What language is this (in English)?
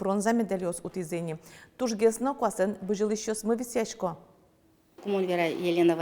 Udmurt